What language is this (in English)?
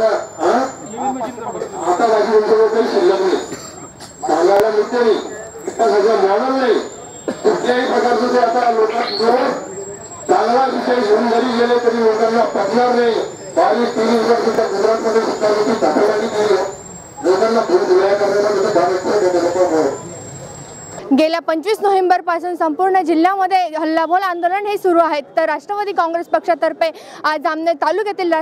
Marathi